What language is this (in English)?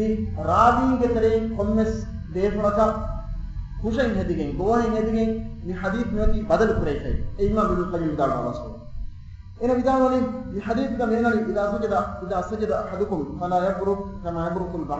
Divehi